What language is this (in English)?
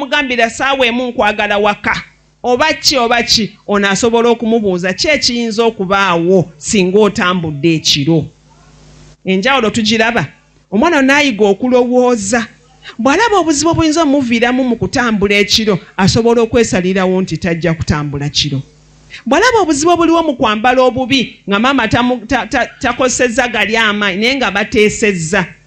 Ganda